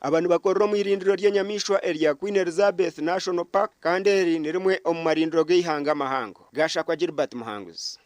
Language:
Nyankole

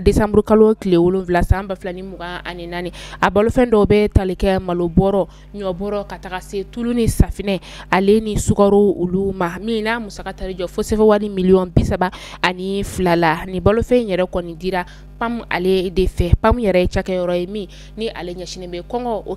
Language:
Bambara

